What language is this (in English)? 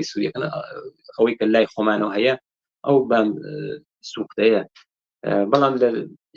Central Kurdish